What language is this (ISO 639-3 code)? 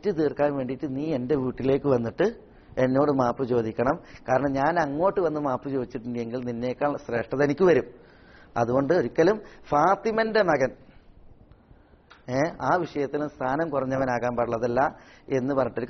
mal